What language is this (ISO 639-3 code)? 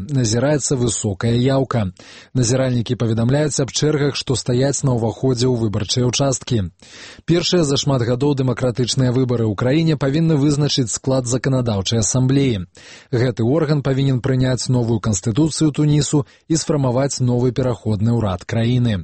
bel